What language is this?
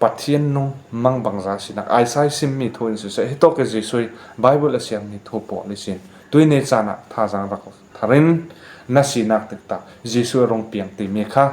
Falam Chin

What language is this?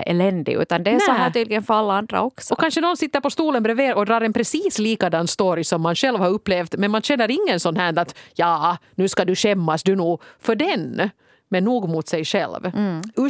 Swedish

